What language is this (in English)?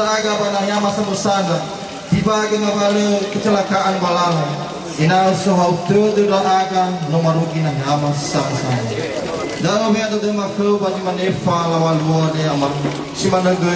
Nias